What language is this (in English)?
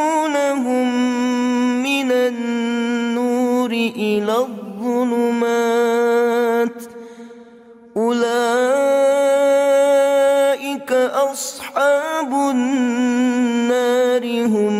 Arabic